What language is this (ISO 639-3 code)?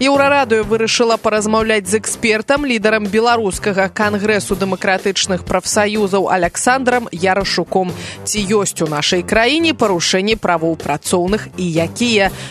bel